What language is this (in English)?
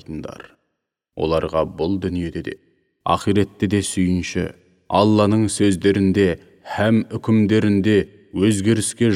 Kazakh